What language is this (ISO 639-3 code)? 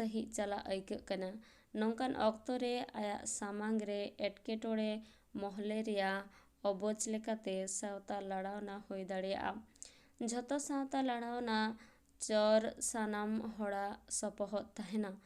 sat